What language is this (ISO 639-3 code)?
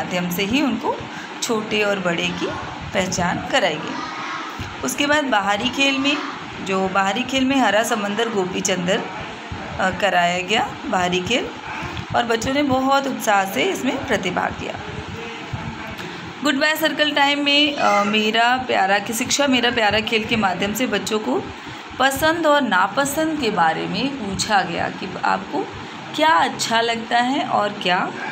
hin